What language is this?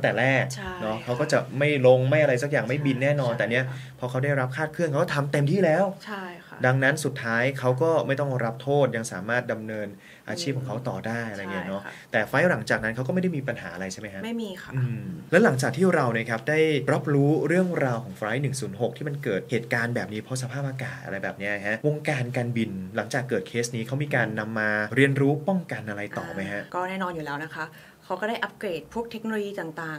Thai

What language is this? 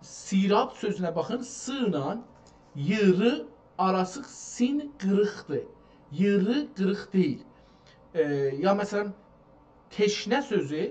South Azerbaijani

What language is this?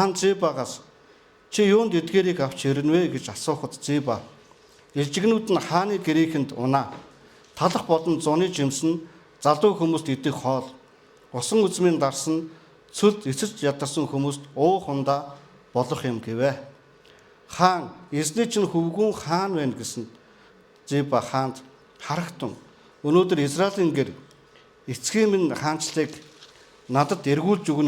Mongolian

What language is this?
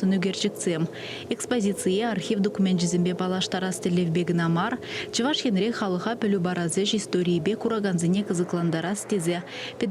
Chuvash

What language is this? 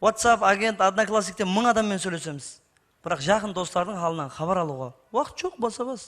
Kara-Kalpak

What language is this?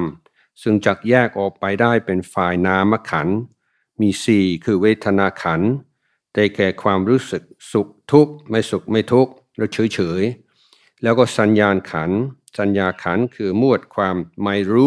Thai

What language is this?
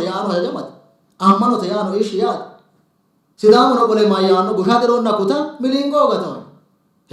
Sidamo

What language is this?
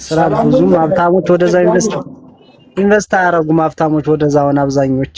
Amharic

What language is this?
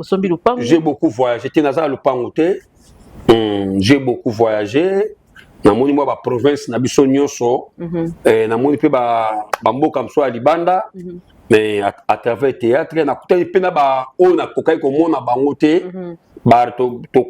Lingala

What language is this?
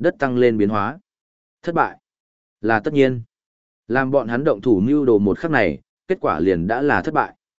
Vietnamese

